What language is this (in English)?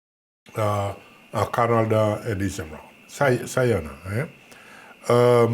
Seselwa Creole French